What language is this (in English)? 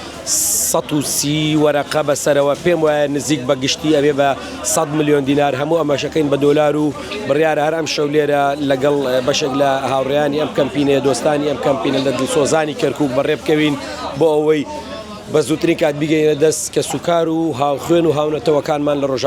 Central Kurdish